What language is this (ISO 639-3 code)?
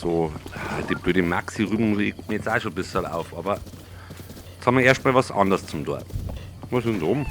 bar